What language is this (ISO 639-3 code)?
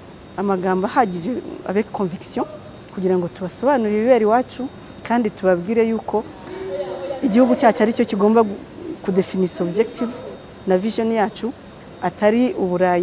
kin